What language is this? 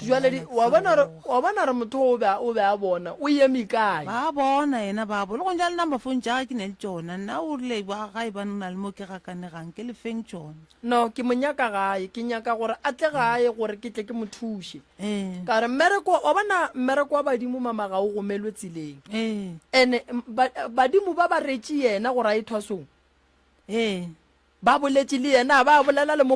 Northern Sotho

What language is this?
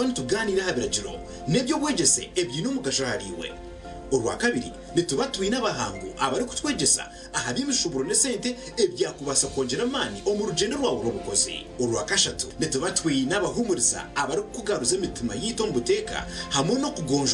Nyankole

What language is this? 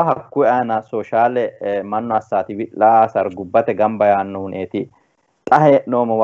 Sidamo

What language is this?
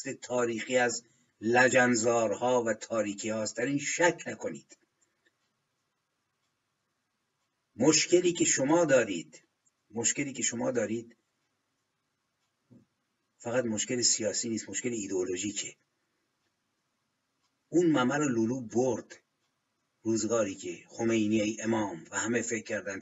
Persian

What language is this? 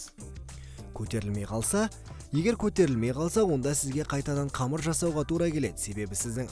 Kazakh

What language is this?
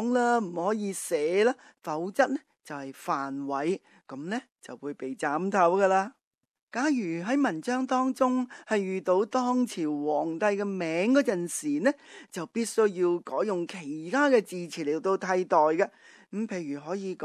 Cantonese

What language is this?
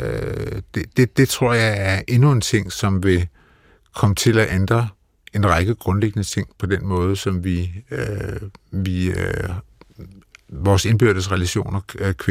Danish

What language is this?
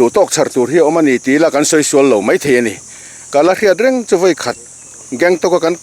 Mizo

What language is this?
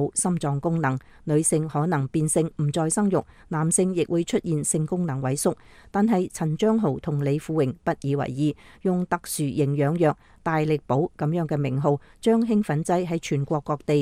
Cantonese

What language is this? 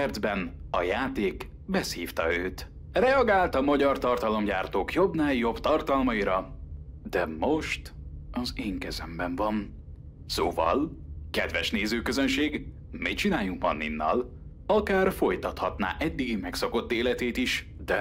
Hungarian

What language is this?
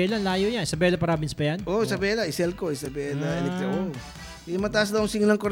Filipino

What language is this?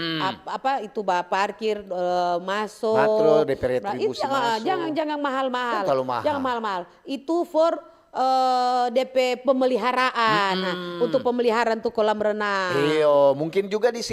Manado Malay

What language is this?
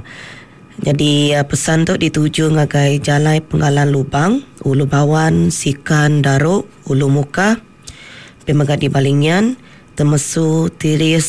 Iban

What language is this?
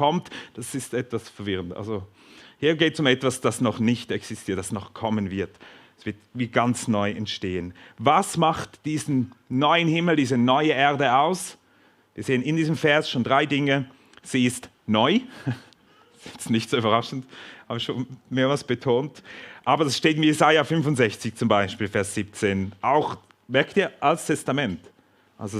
Swiss German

